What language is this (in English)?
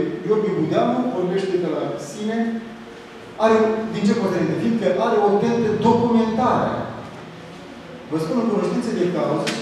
Romanian